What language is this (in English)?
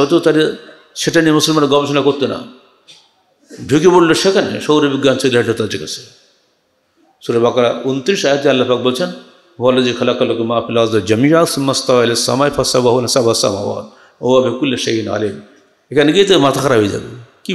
Bangla